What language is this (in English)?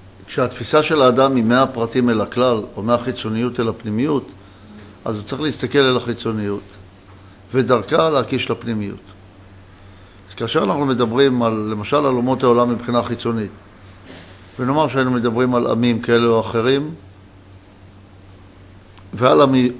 Hebrew